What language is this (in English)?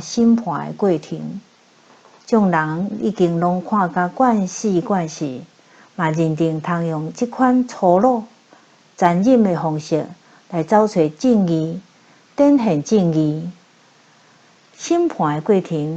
Min Nan Chinese